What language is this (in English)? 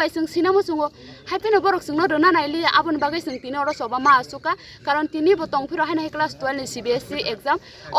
Kok Borok